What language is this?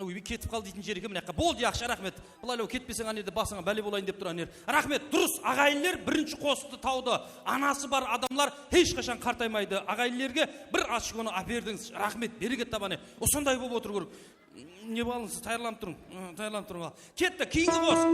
Kara-Kalpak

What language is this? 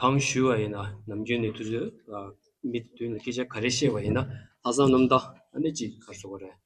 Tibetan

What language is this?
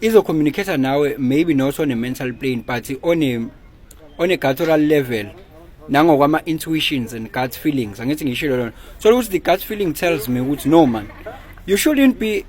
Zulu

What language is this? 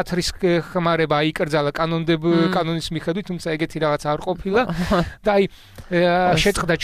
Georgian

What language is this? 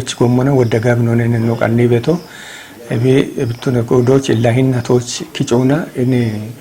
Kafa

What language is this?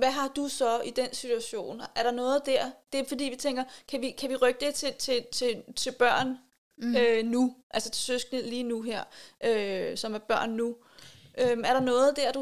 Danish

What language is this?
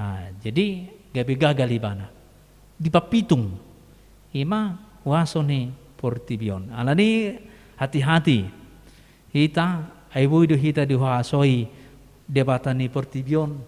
Batak Toba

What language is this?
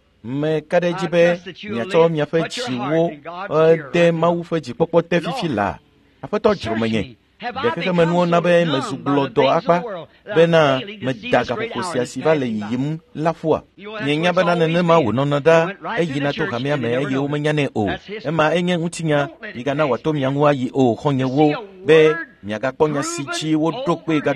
Ewe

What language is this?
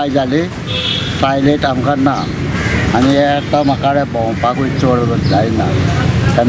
Konkani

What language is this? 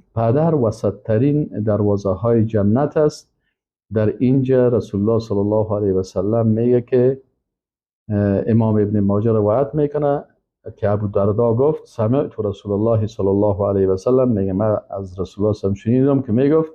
Persian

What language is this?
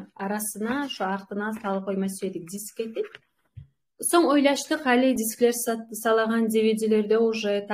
Kumyk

